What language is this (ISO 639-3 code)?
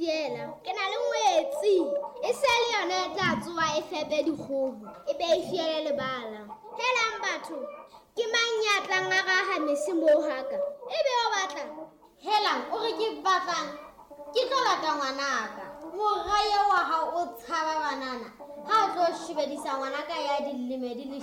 sot